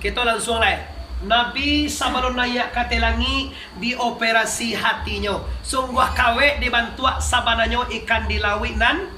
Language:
Minangkabau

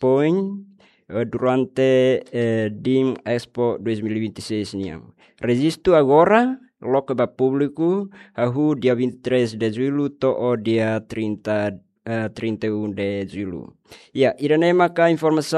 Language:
Tetum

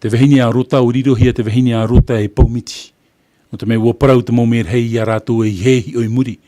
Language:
Tahitian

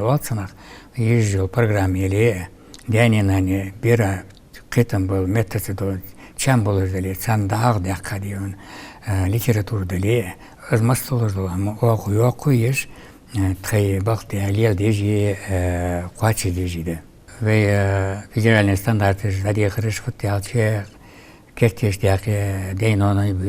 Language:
Ingush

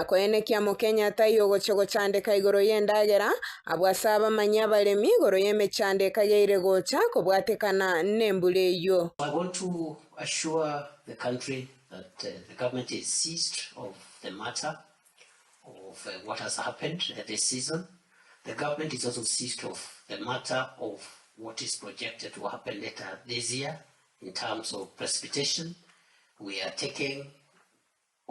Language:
Gusii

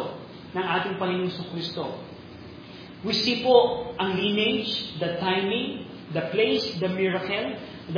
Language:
Filipino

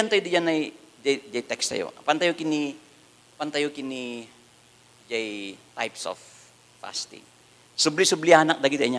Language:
Iloko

